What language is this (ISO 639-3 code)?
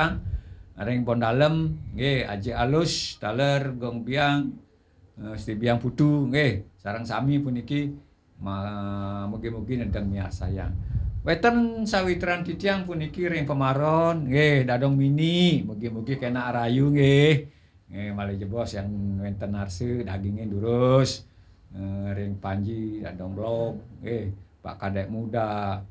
ban